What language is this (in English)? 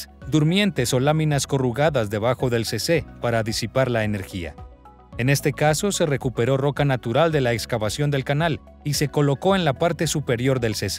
Spanish